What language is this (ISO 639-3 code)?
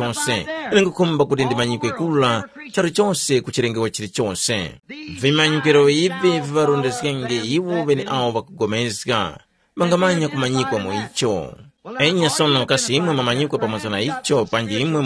tum